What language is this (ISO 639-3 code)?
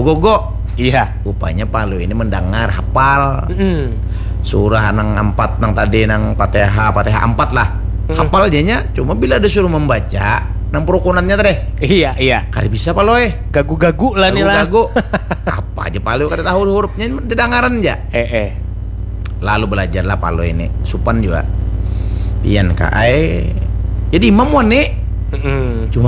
bjn